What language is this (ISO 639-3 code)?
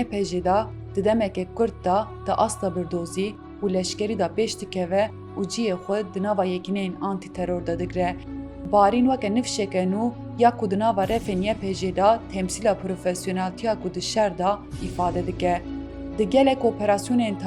kur